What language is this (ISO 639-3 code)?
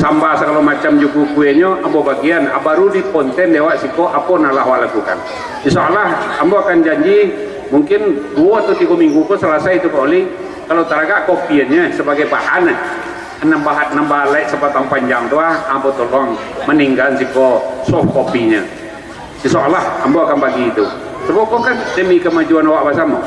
min